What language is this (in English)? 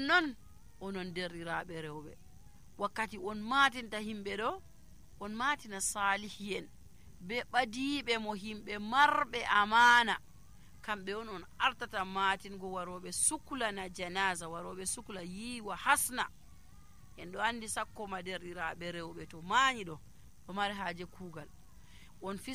Nigerian Fulfulde